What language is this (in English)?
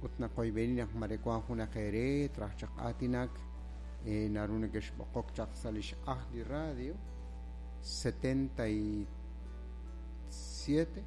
Kekchí